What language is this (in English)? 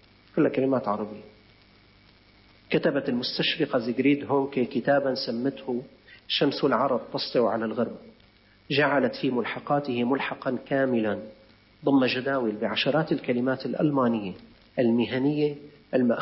Arabic